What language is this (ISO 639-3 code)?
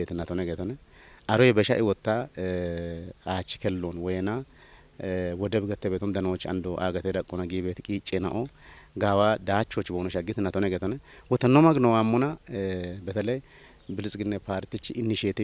kbr